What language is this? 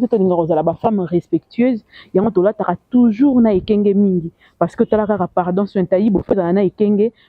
Lingala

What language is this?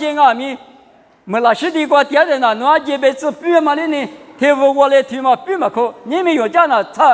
Lisu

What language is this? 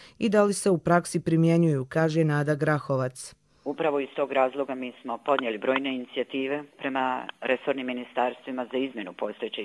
Croatian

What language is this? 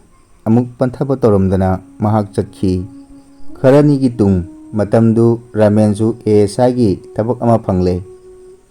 Manipuri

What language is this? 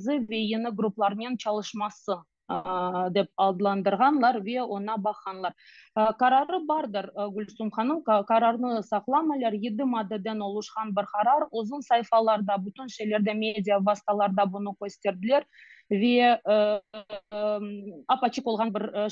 Crimean Tatar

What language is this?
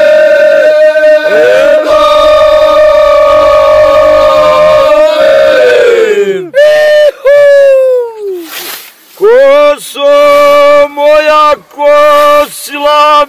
Serbian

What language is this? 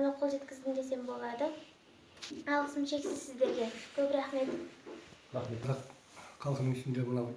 Kazakh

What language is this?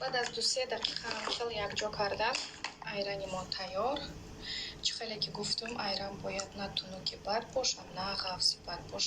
Tajik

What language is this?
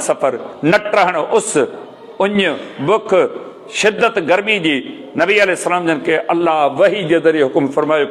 Sindhi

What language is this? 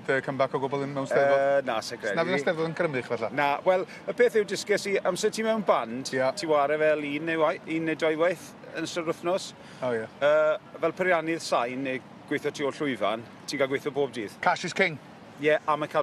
Welsh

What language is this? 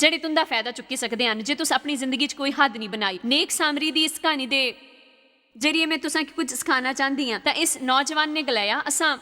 Dogri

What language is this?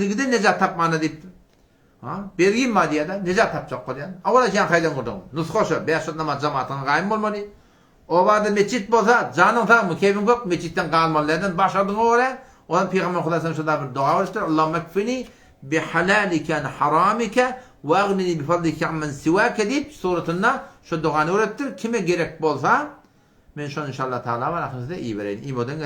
Turkmen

